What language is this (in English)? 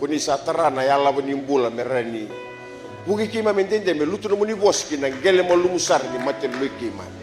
Fijian